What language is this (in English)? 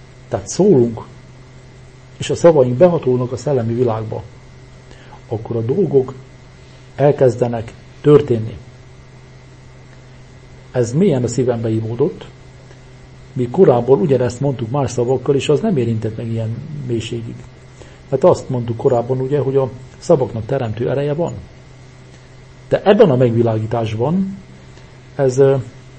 Hungarian